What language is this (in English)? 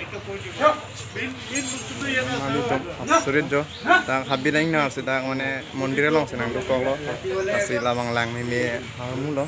Karbi